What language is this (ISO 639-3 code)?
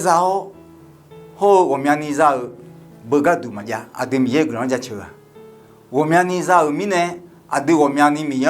ahk